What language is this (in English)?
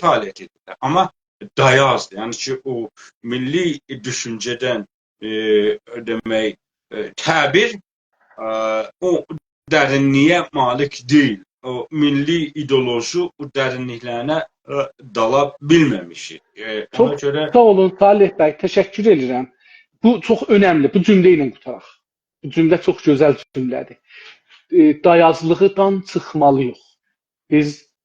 South Azerbaijani